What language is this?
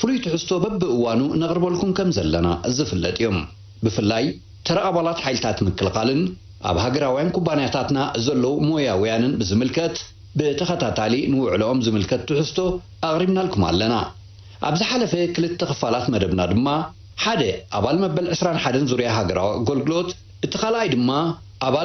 Tigrinya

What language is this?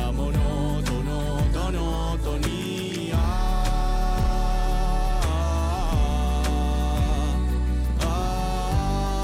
Spanish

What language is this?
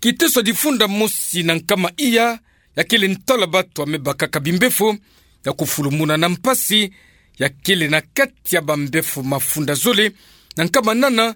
Kituba (Democratic Republic of Congo)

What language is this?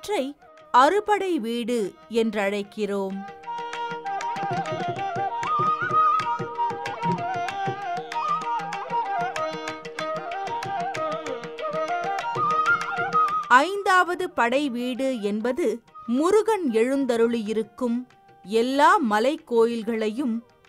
Tamil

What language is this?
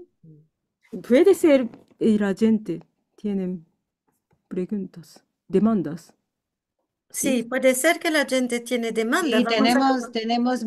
Ladino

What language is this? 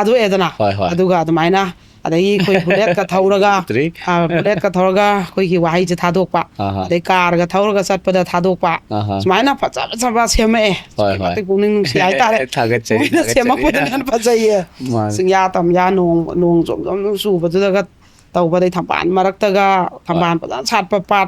Manipuri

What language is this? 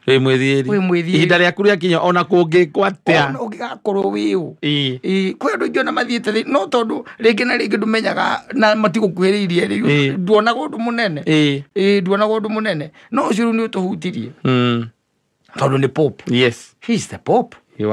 Kikuyu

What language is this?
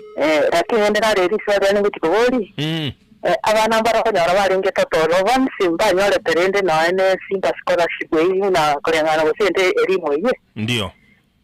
Gusii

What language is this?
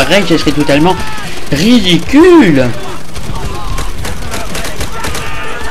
French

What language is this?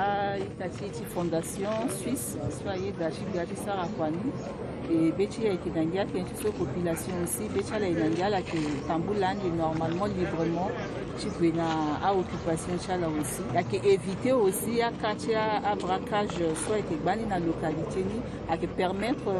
Sango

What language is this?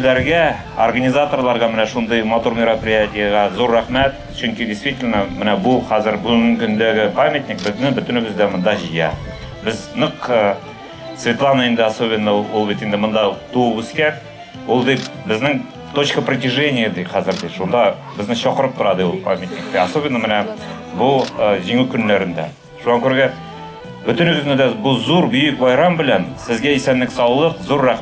Bashkir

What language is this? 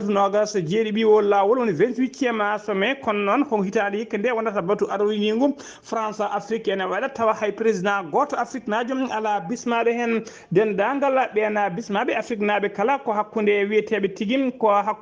Fula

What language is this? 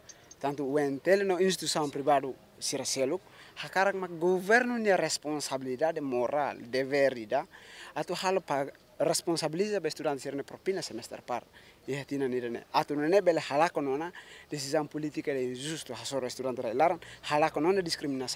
Tetum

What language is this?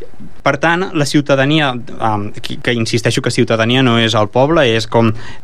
Catalan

